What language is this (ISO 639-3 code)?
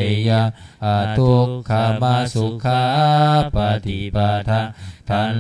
pli